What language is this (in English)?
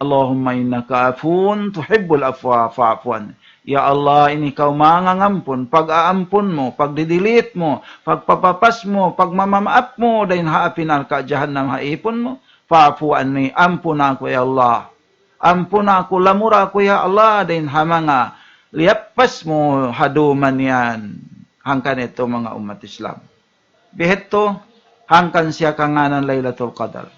Tausug